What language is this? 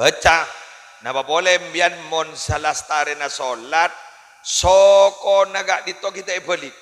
Madurese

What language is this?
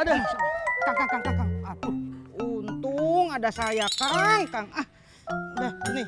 Betawi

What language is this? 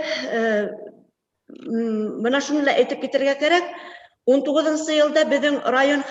Bashkir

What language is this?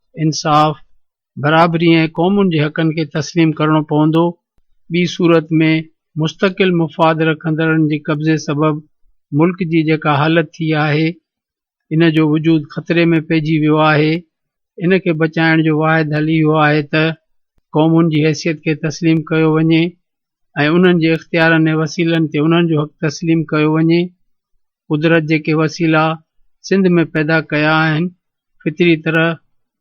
Sindhi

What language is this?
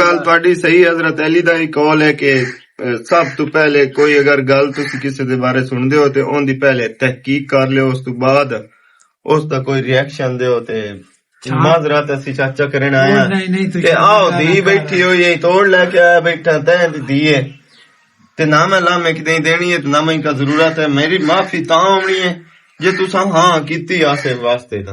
Western Panjabi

